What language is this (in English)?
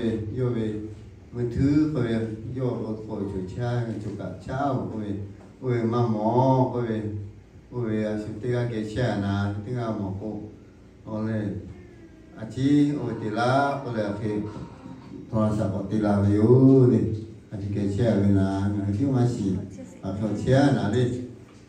Lahu